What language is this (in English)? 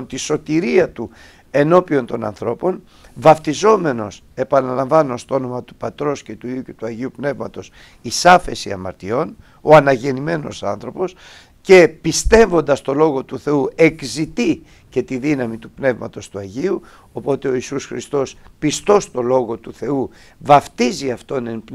Greek